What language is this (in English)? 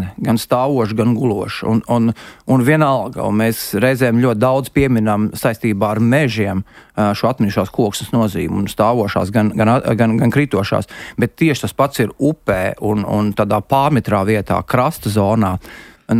Latvian